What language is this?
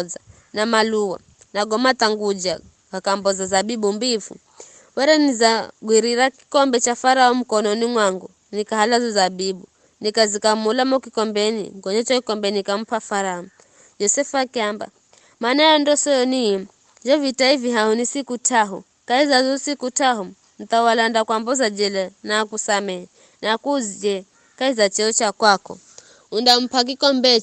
Giryama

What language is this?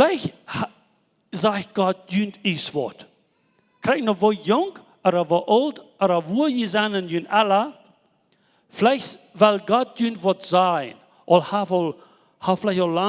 Plautdietsch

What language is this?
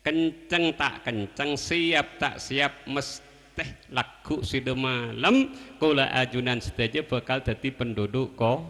Madurese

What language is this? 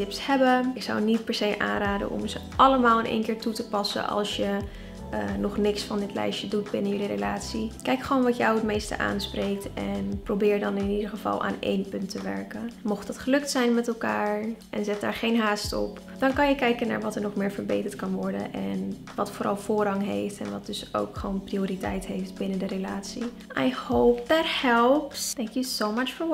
Dutch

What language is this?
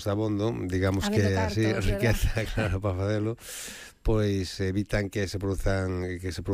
Galician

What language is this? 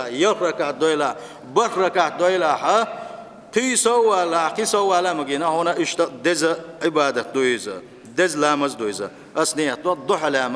Chechen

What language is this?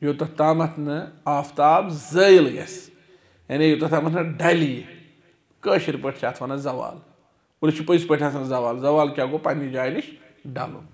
Kashmiri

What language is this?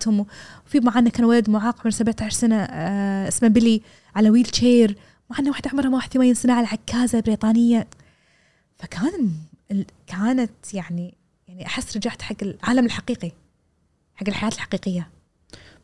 Gulf Arabic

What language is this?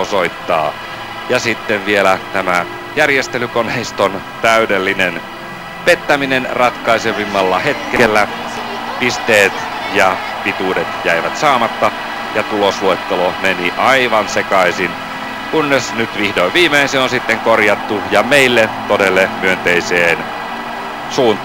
Finnish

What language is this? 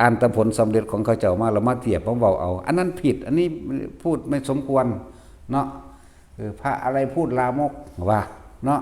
Lao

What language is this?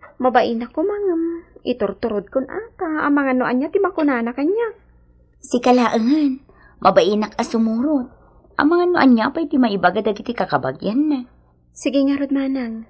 Iloko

